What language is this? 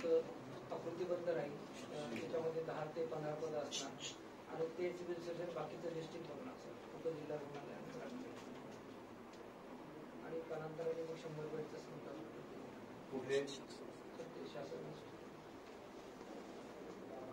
Marathi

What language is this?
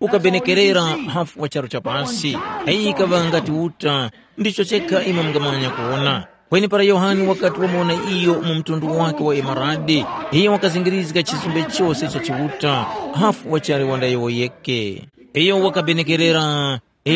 Tumbuka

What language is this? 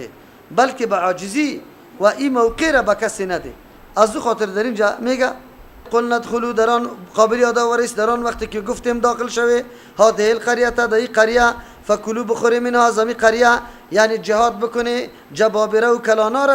Persian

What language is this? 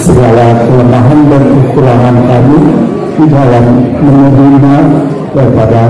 Batak Angkola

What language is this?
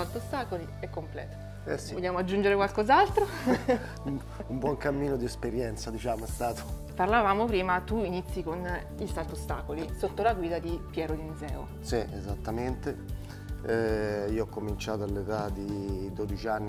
Italian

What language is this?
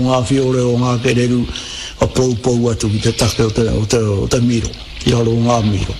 Māori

